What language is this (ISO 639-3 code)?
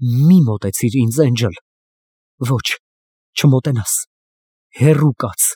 hye